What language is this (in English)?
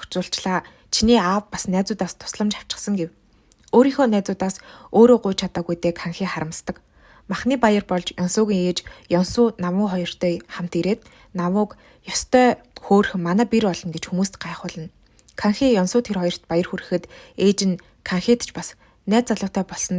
Mongolian